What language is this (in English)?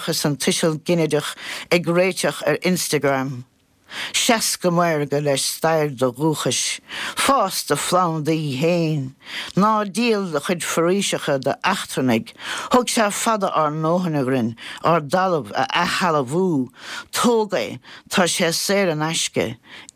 Irish